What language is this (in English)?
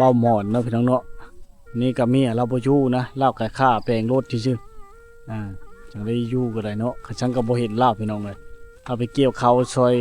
Lao